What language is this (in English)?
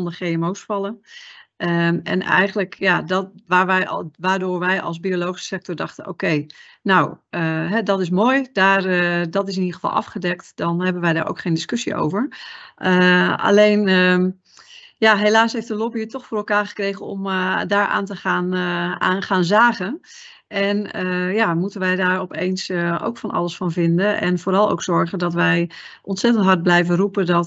Dutch